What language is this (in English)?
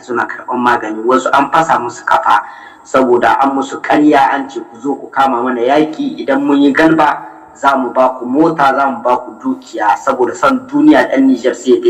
Hausa